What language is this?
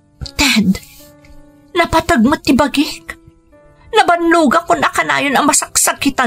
Iloko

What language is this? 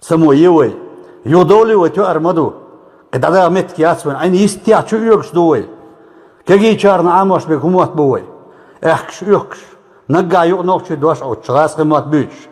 Chechen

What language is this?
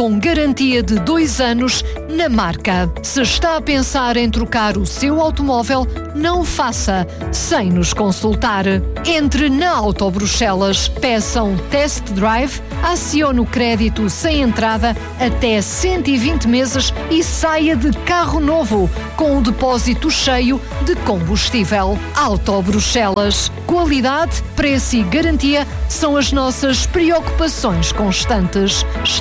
Portuguese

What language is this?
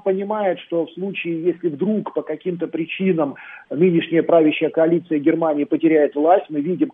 Russian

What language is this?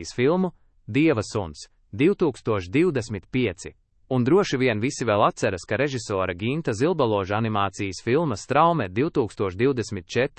Latvian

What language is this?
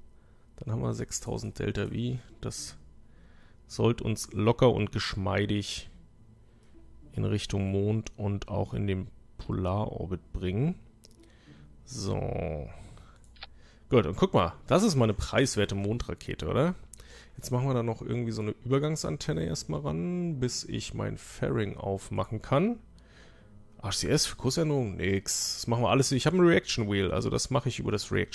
German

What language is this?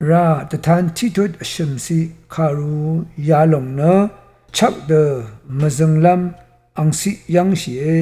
Rawang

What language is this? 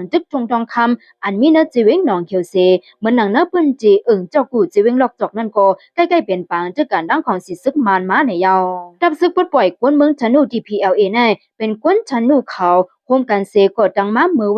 Shan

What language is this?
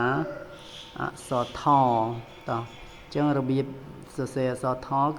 Khmer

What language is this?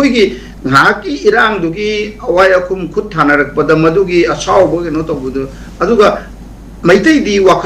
Manipuri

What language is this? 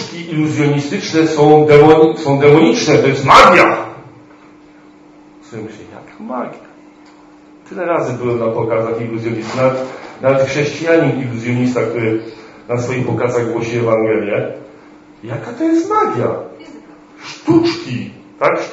Polish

